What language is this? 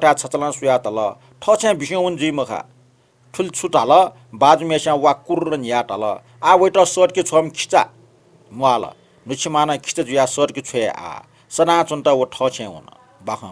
Newari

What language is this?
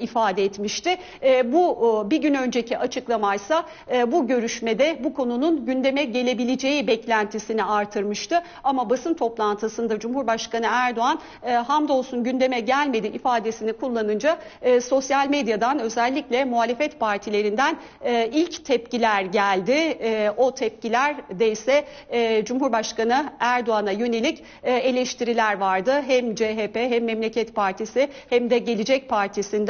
Turkish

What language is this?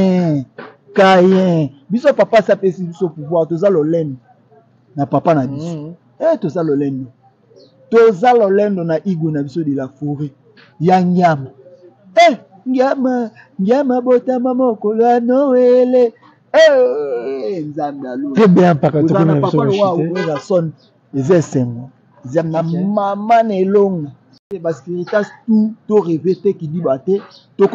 Lingala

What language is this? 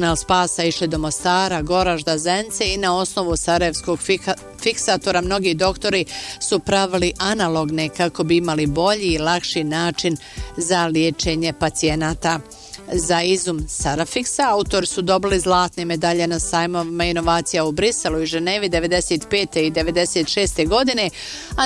Bosnian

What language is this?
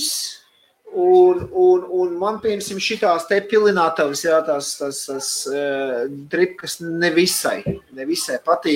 Latvian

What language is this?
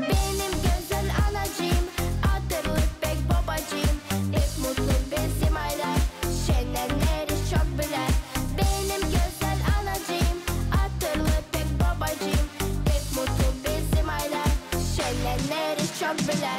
Gagauz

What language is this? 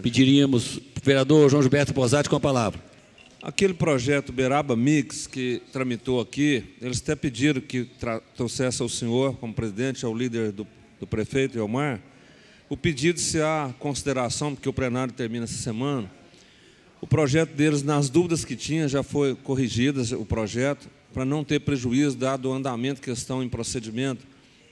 Portuguese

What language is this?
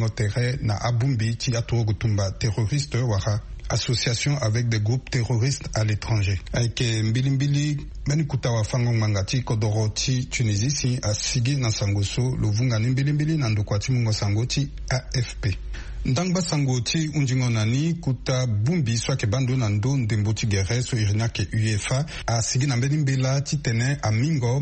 Sango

